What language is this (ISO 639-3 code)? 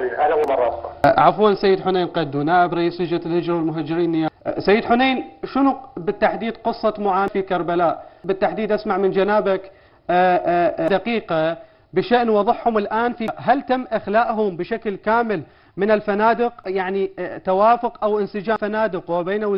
acm